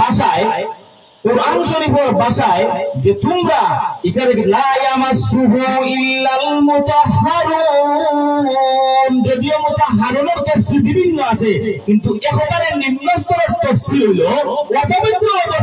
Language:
Sylheti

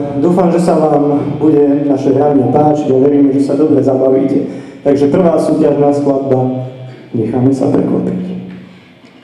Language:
Slovak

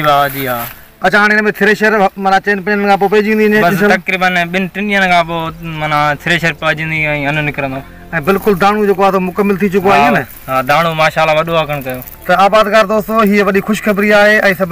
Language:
Sindhi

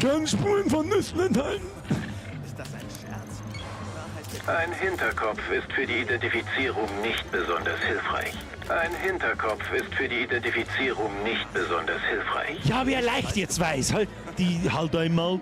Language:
Bavarian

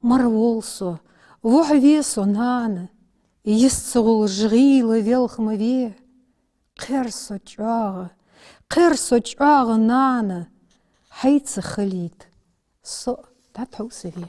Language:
Ingush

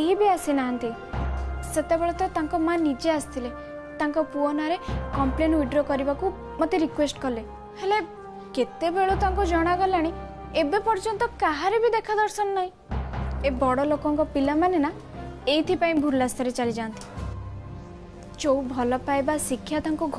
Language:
Odia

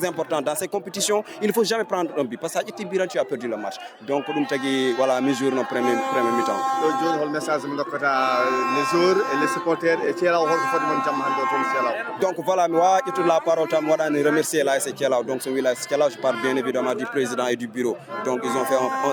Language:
Fula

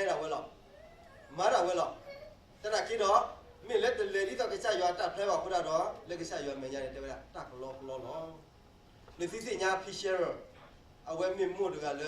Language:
S'gaw Karen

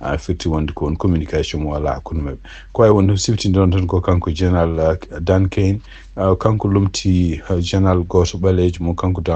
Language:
Fula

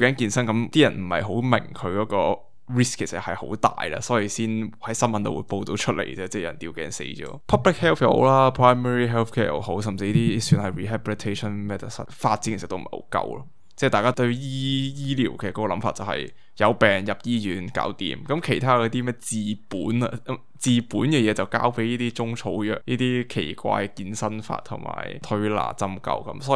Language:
Cantonese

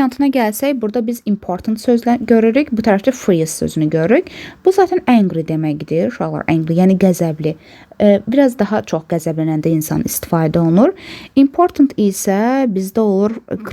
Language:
Azerbaijani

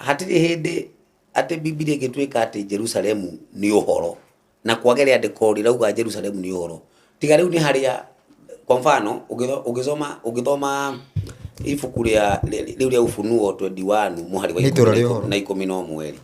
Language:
Kikuyu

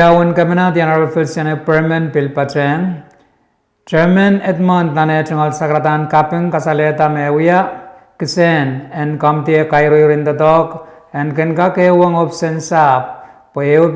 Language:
Pohnpeian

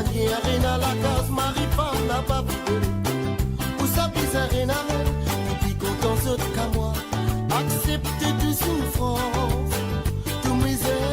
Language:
Morisyen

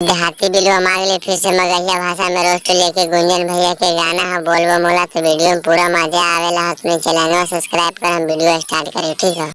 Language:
Magahi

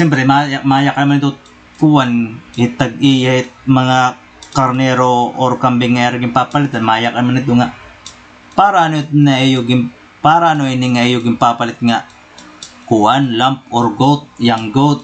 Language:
Waray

